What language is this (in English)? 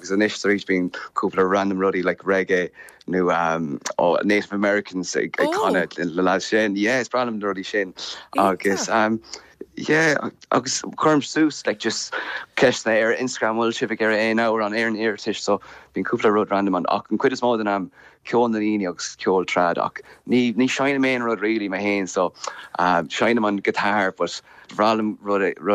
Irish